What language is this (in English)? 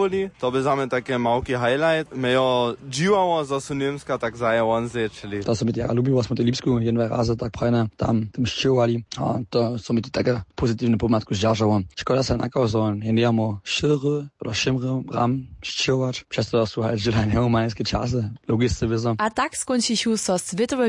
Upper Sorbian